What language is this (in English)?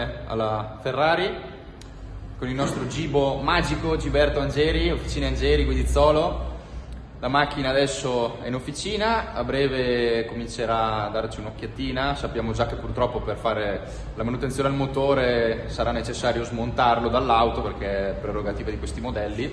Italian